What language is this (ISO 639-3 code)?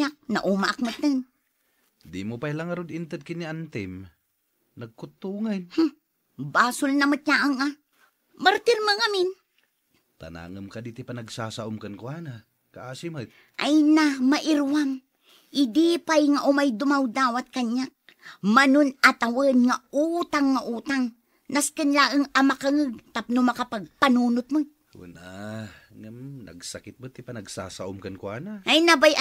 ilo